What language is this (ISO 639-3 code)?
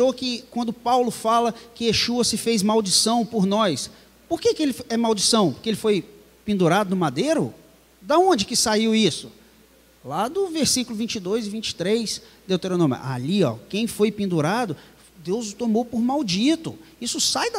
por